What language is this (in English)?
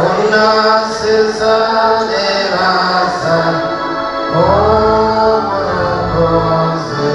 Nyankole